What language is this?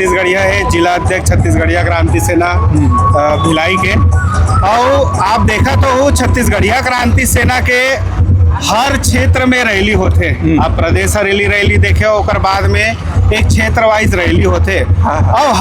Chhattisgarhi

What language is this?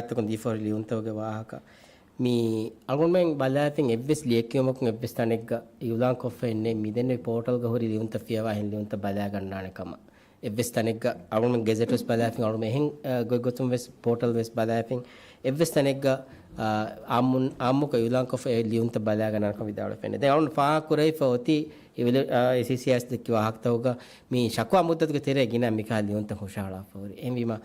Divehi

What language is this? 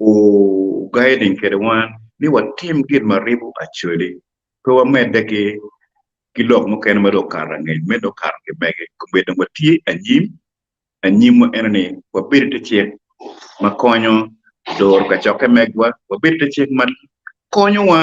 Acoli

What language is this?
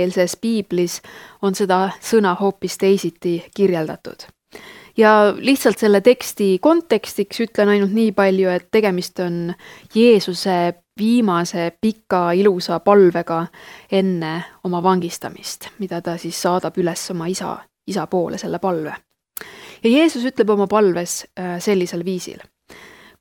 Estonian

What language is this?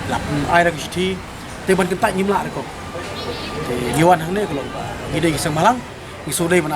Khasi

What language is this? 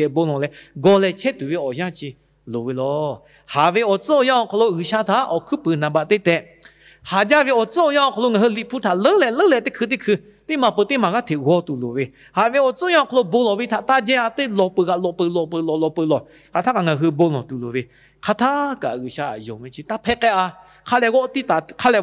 Lahu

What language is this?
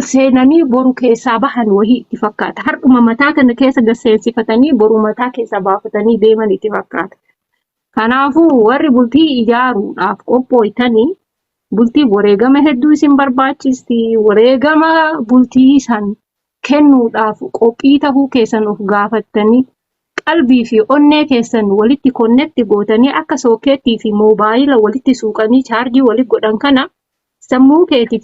Oromo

